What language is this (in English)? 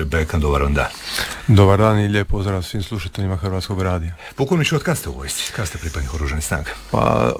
Croatian